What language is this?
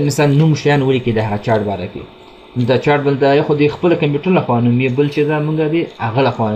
Pashto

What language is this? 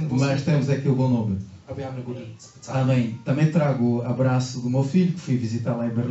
Portuguese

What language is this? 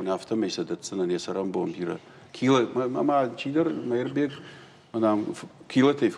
Ossetic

